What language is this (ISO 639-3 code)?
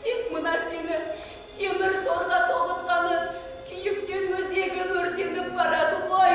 kaz